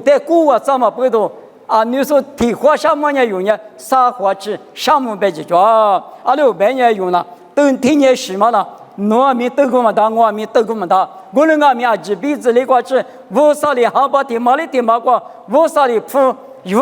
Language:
Lisu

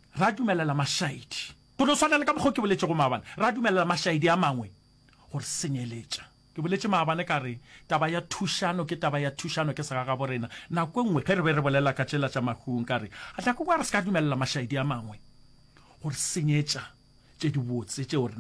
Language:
Northern Sotho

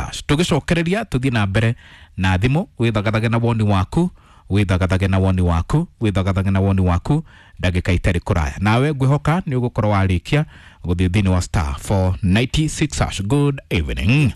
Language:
Kikuyu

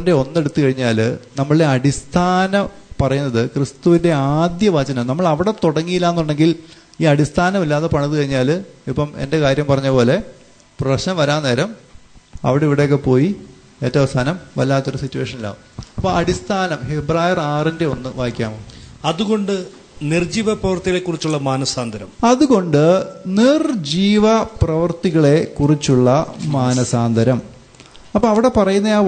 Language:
Malayalam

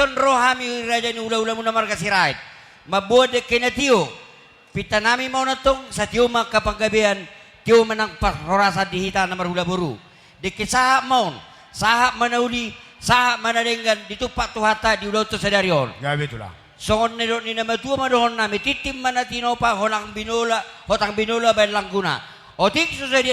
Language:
Batak Toba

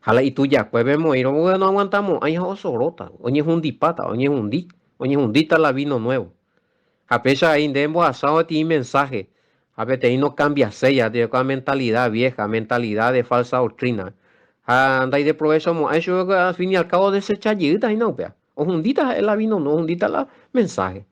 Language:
Guarani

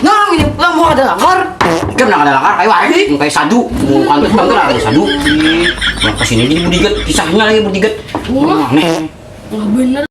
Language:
Banjar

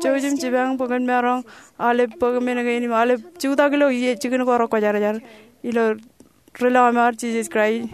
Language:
Marshallese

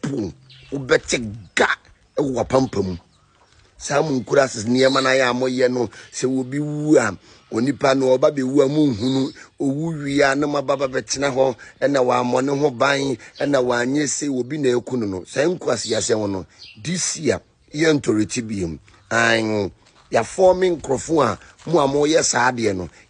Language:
Akan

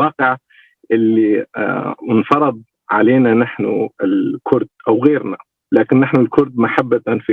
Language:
North Levantine Arabic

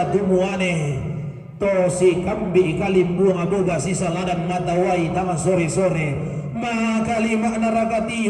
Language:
Toraja-Sa'dan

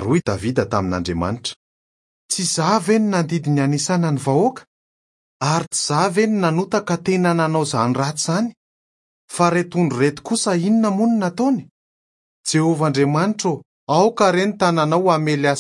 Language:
Malagasy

